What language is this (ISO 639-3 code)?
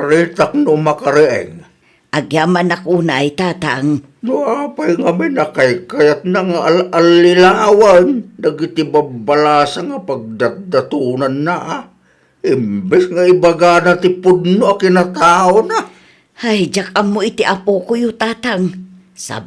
ilo